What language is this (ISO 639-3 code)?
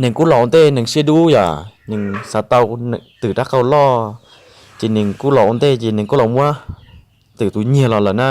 hmn